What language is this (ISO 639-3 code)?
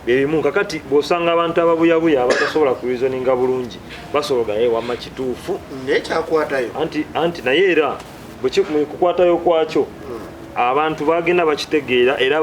lug